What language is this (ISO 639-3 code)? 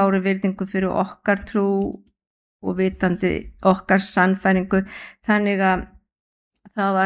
isl